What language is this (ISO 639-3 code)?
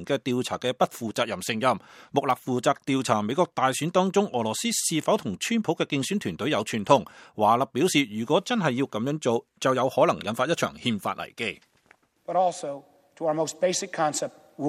yue